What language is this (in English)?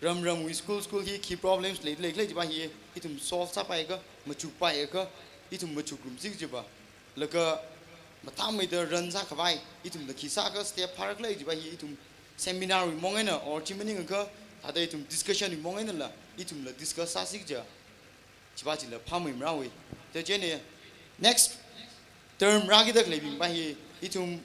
Tangkhul Naga (India)